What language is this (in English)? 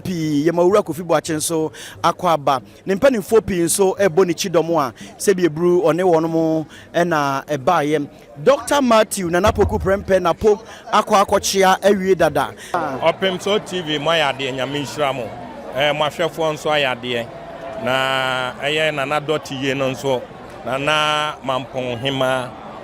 Akan